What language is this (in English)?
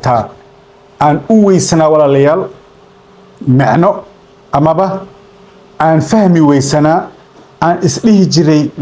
Somali